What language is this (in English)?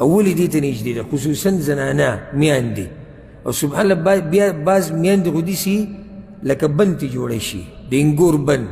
Pashto